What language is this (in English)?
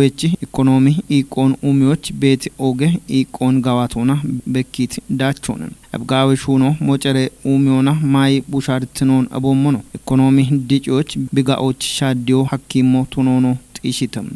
Kafa